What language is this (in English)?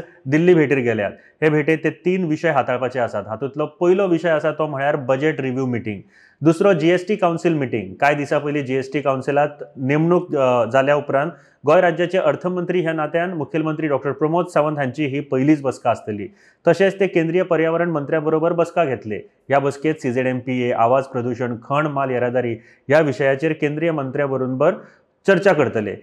Konkani